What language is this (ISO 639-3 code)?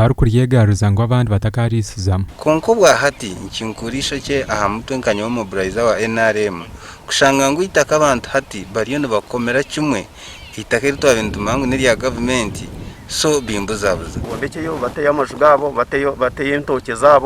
nyn